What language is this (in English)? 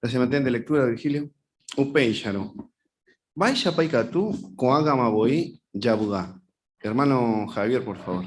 Guarani